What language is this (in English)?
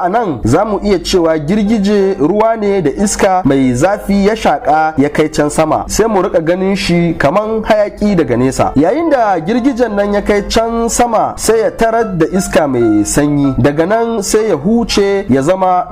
Hausa